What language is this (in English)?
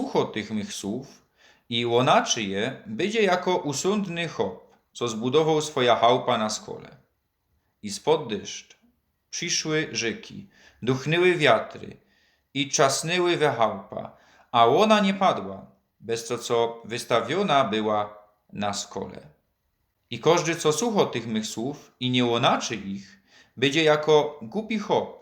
Silesian